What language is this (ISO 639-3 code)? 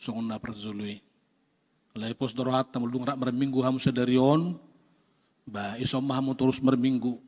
bbc